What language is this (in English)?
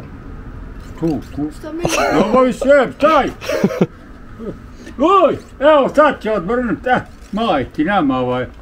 Croatian